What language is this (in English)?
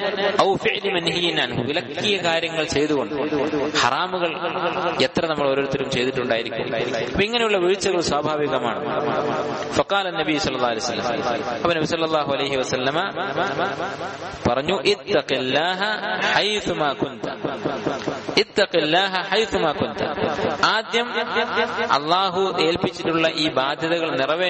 Malayalam